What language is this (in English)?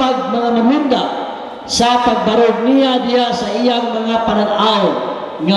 Cebuano